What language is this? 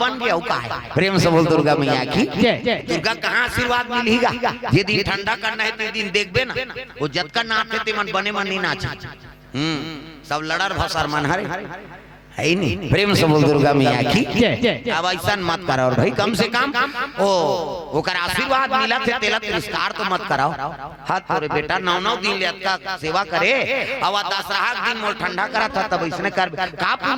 Chhattisgarhi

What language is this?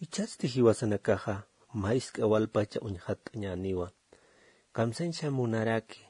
Aymara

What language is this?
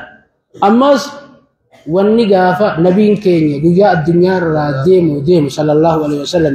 Oromo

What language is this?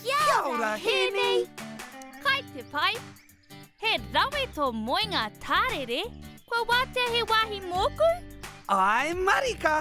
Māori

